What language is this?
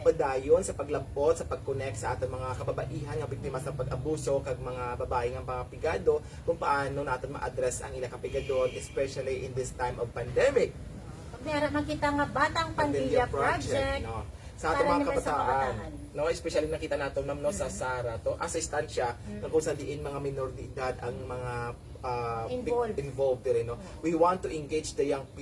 Hiligaynon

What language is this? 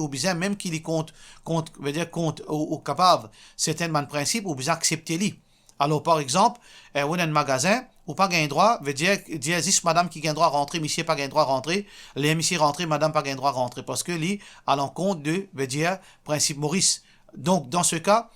Morisyen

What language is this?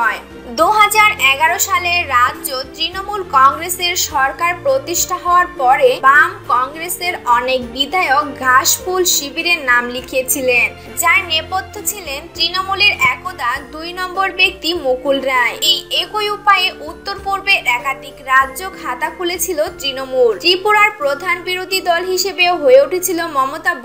Bangla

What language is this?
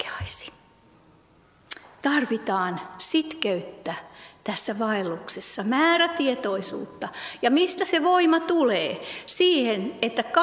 Finnish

